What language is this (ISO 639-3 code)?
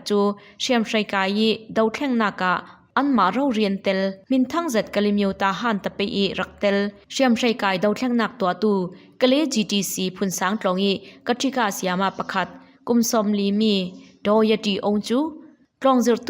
cfm